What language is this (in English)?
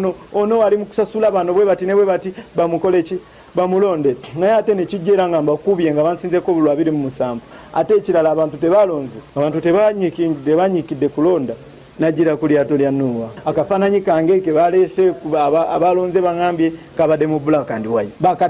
Ganda